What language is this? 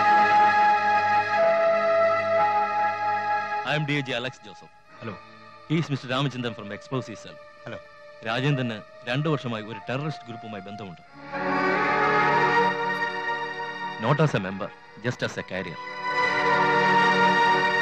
Malayalam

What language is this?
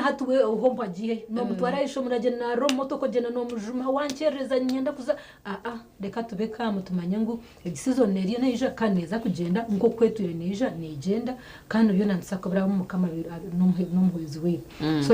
Nyankole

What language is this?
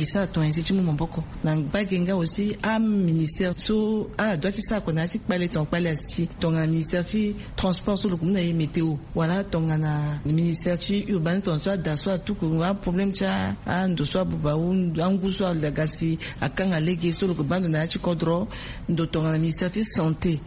Sango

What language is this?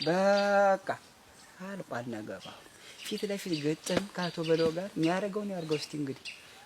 Amharic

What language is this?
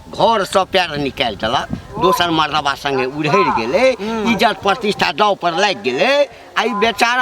Maithili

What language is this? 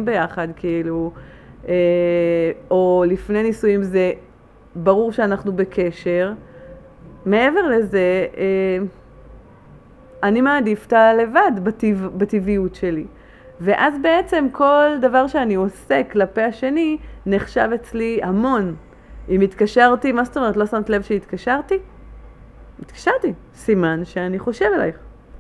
Hebrew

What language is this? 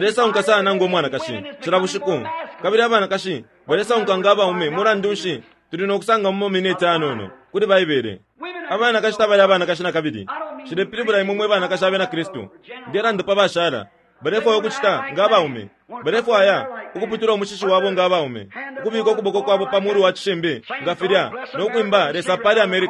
Bemba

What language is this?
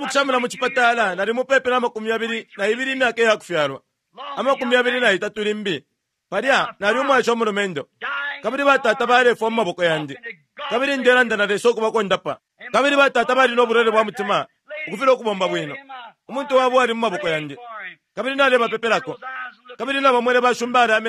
Bemba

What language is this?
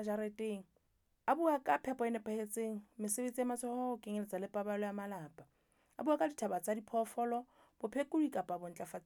Southern Sotho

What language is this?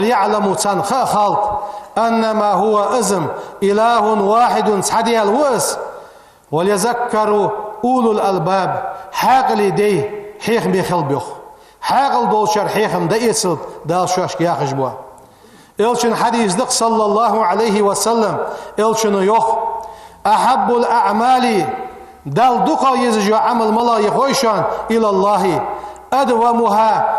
Ingush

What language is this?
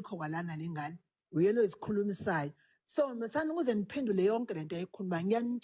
Zulu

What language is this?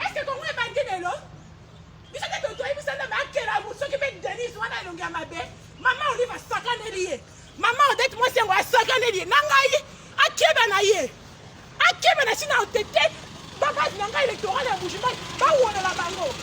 Lingala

